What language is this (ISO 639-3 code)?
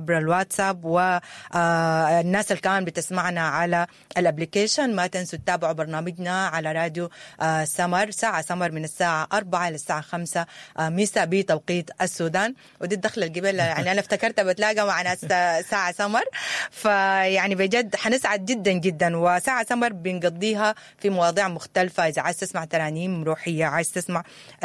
apd